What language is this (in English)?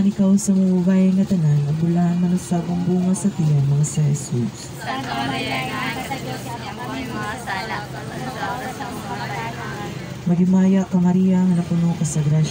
Cebuano